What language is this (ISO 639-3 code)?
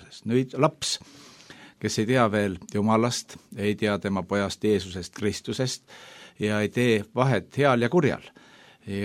est